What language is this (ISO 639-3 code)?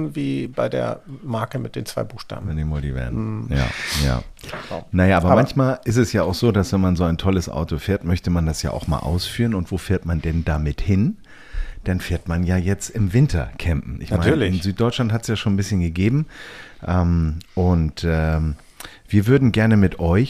deu